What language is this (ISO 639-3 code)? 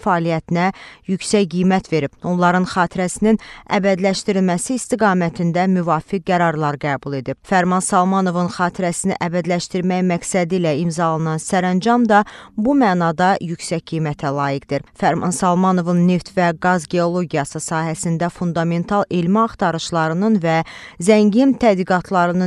aze